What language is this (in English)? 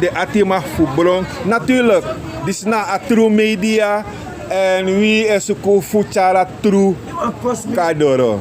Sranan Tongo